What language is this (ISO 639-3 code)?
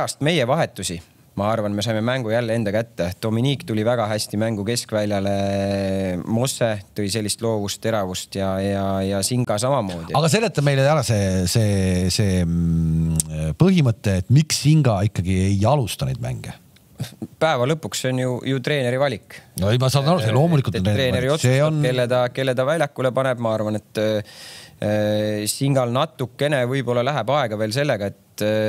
est